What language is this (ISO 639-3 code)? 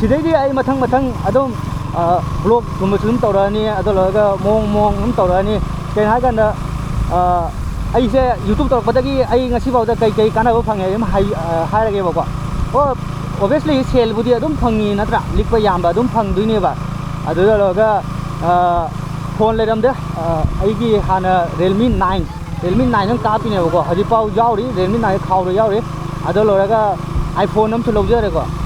mni